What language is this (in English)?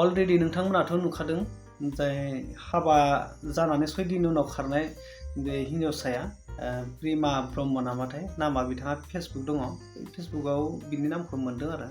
Bodo